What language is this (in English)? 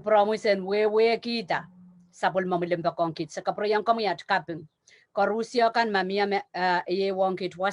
Pohnpeian